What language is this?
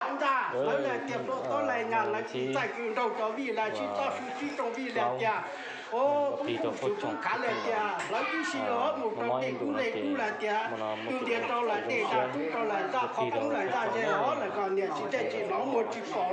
Hmong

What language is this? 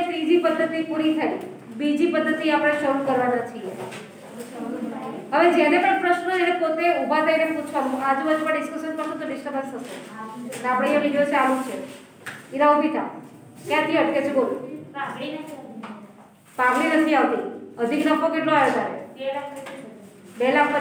Gujarati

